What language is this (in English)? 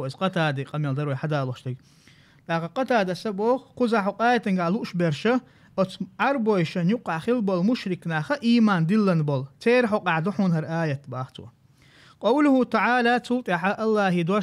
Chechen